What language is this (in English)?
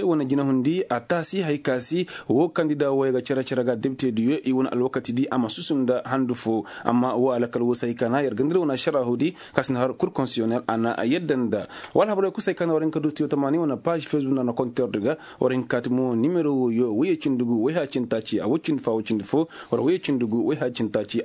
Koyraboro Senni